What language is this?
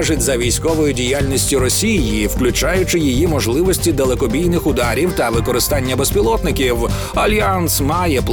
Ukrainian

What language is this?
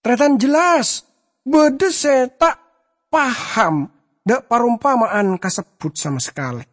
Madurese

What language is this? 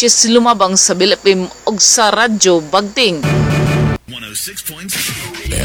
Cebuano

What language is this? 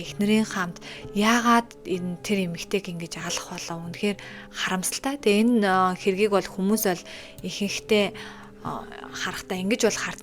Mongolian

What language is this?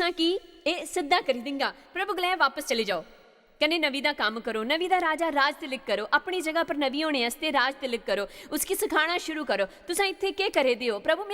Dogri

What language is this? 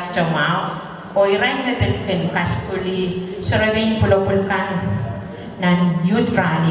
Pohnpeian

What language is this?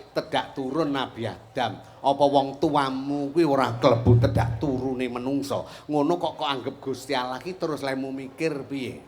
Javanese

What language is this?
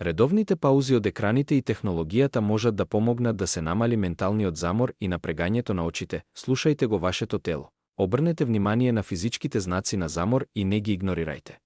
Macedonian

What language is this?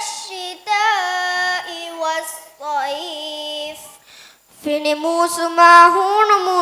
Divehi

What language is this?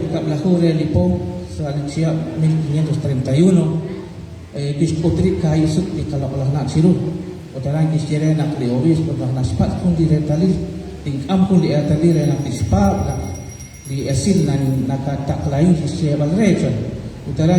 Kekchí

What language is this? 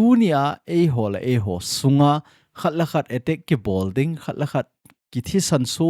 Thado Chin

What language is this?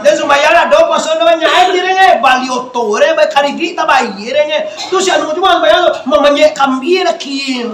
Minangkabau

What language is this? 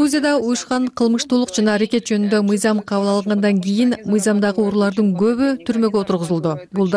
Kyrgyz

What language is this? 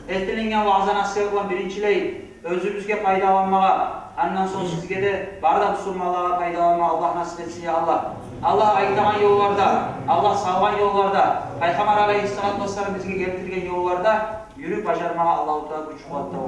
Kumyk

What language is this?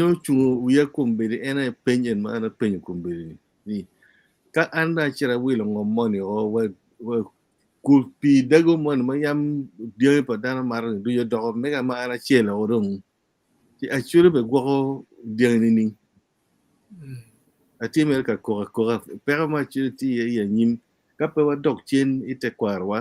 Acoli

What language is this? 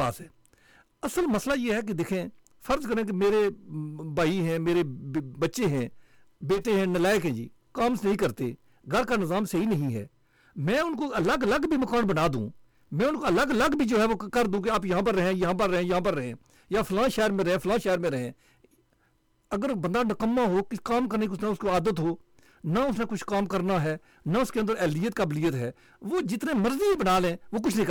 Urdu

